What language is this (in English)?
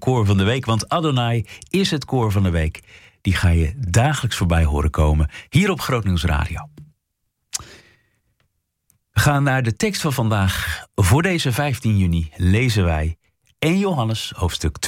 Dutch